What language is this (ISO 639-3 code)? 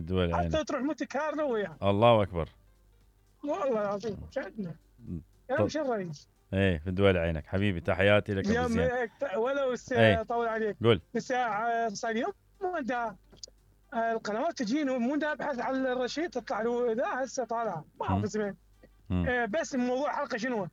acm